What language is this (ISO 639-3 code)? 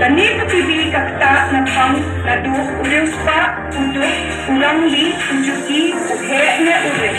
kha